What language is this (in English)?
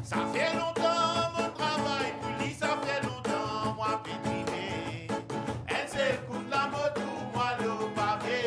Morisyen